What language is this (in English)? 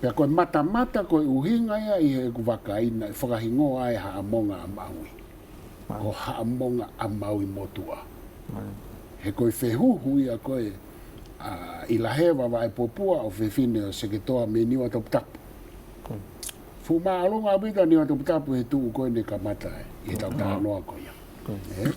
Tongan